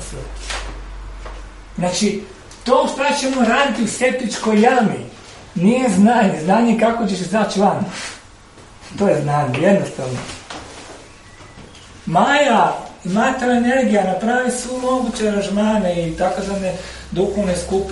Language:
Croatian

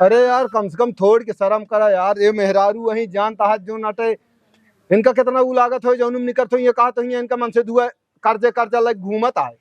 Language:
Awadhi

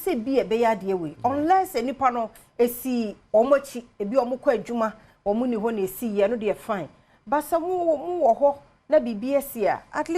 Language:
Akan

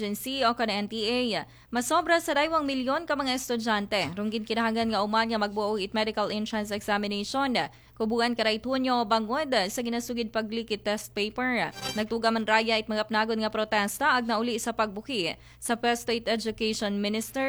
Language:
Aklanon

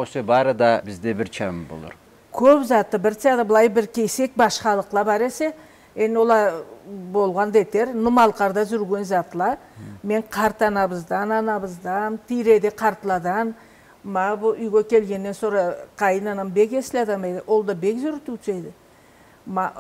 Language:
Karachay-Balkar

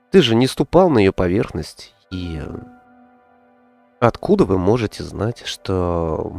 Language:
Russian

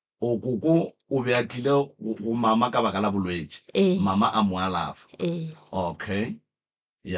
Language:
Northern Sotho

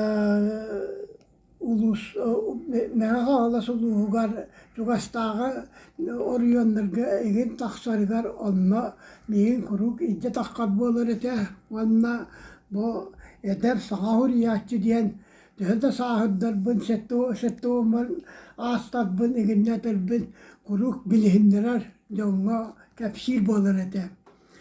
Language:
Yakut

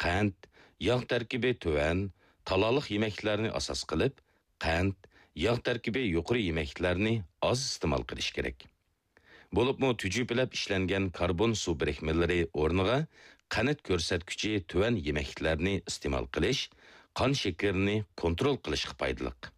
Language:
Uyghur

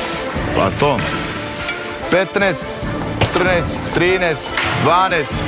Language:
Serbian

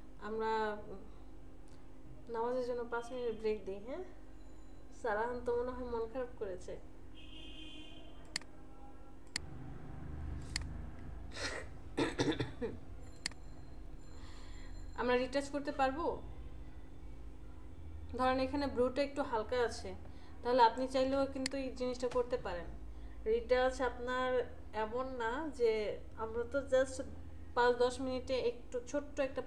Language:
Bangla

